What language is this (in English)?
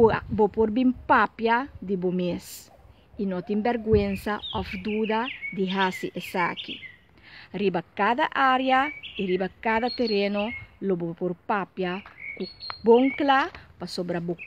Papiamento